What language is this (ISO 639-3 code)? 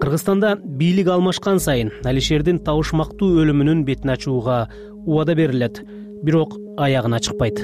kir